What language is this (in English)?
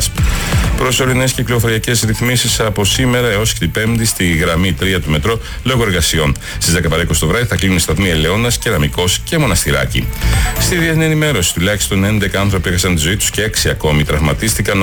Greek